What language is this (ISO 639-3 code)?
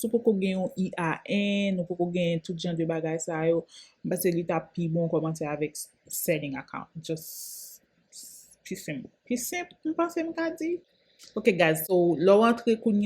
hat